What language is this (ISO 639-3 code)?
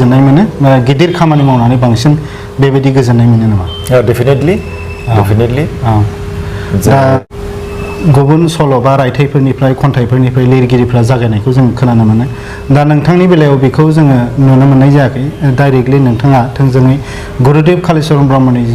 brx